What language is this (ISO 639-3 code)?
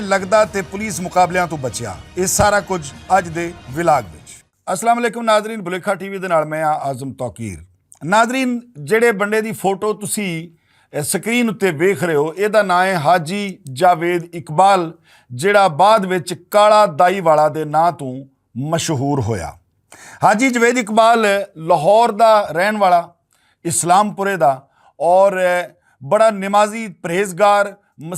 lah